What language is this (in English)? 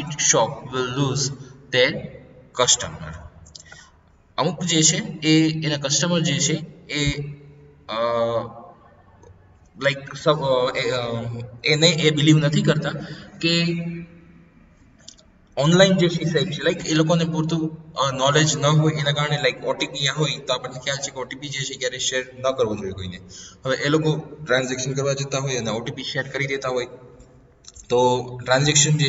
Gujarati